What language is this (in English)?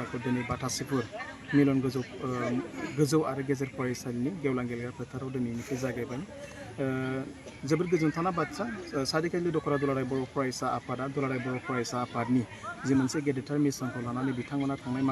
Bodo